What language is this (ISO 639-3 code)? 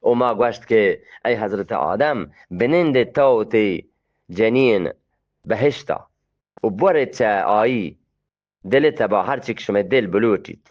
bgp